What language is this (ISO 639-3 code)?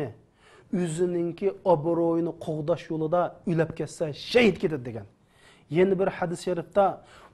uig